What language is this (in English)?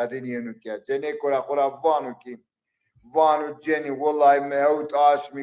Zaza